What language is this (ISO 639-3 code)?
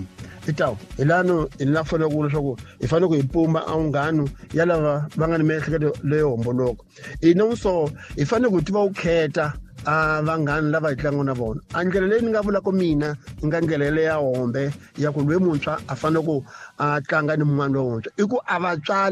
tso